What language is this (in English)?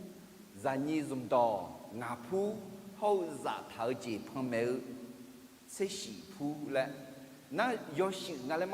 Akha